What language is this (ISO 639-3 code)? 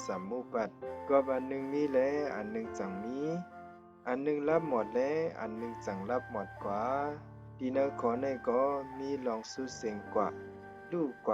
shn